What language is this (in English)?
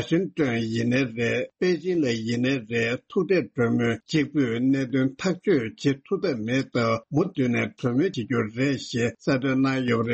Tibetan